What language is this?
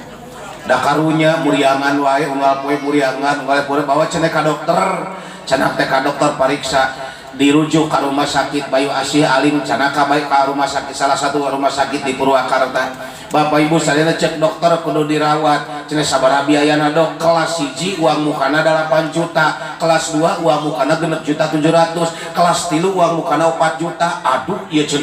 Sundanese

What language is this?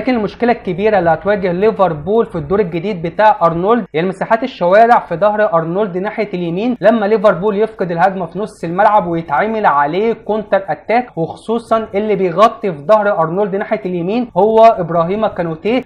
Egyptian Arabic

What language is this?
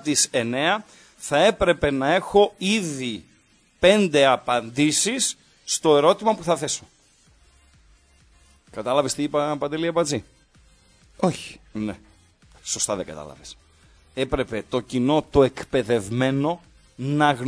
Greek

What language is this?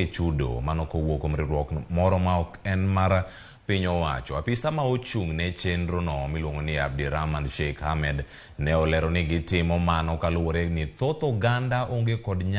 Luo (Kenya and Tanzania)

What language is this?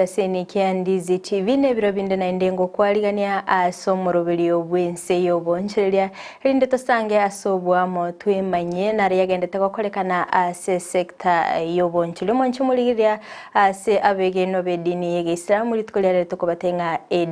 Gusii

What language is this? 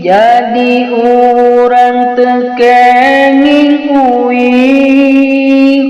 Sundanese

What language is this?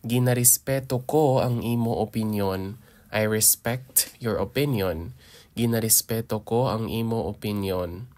Hiligaynon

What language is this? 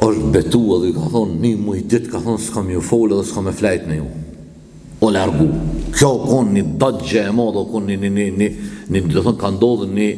Albanian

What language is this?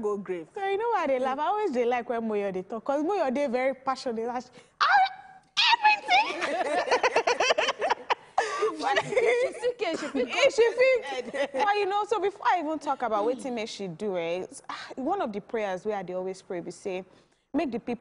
Nigerian Pidgin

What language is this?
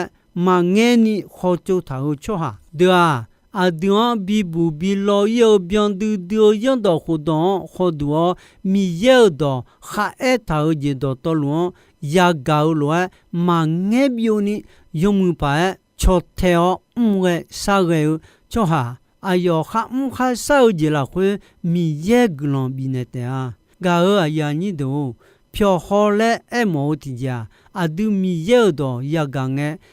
Akha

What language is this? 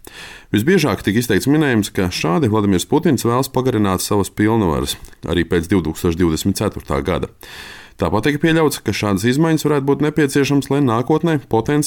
Latvian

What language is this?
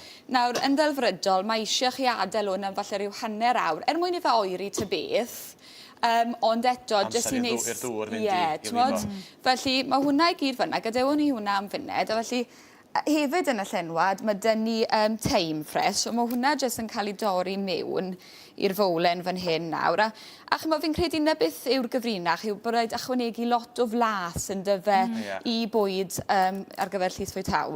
Welsh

